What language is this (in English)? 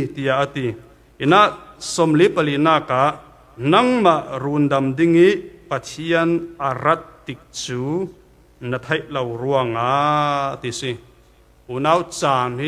Falam Chin